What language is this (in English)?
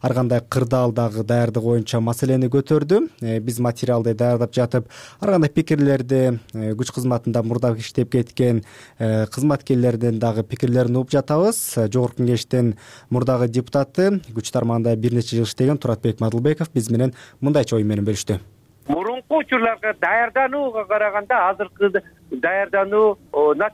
Kyrgyz